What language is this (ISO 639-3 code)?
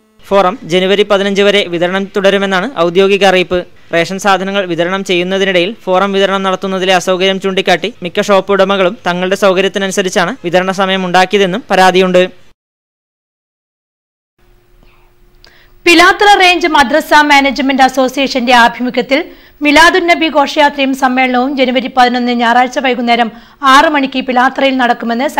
mal